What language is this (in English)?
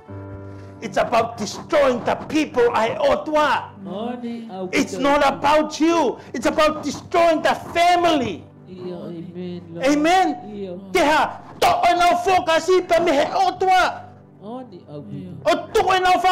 Tongan